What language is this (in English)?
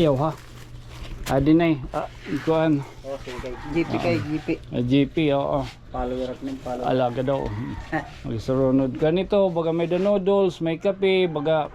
Waray